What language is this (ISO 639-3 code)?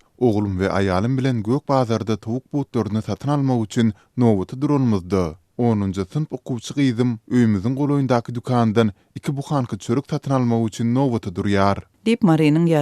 tuk